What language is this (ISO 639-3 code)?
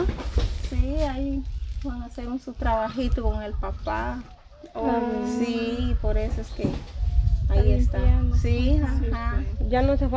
spa